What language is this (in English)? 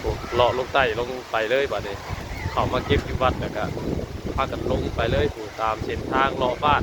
Northeastern Thai